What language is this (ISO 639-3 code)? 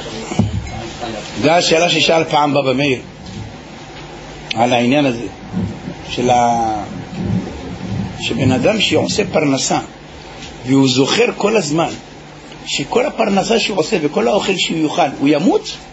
heb